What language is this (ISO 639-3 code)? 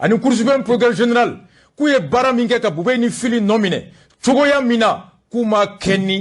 bam